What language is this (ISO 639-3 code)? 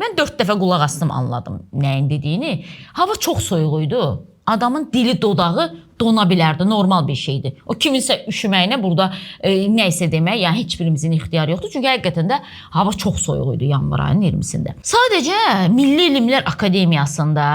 aze